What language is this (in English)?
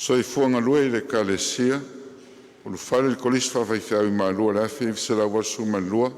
Samoan